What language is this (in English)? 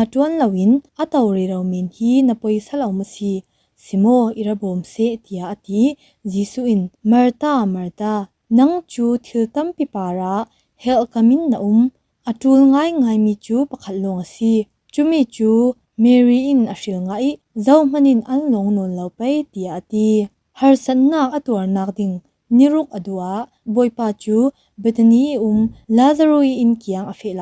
Falam Chin